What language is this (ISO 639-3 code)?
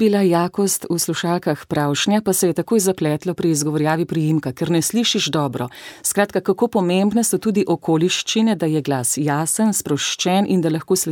slv